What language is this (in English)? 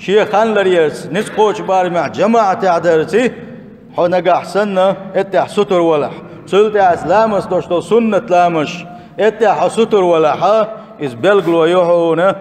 Chechen